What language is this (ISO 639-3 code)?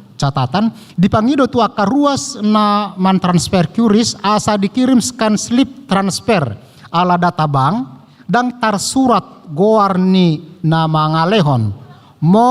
bbc